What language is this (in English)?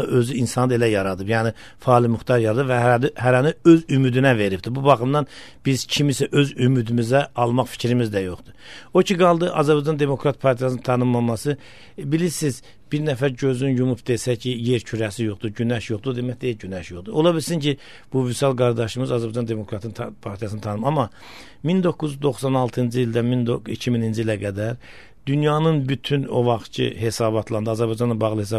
Azerbaijani